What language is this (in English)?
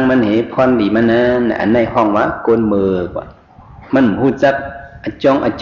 Shan